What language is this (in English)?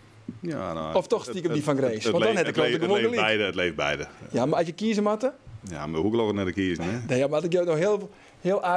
Western Frisian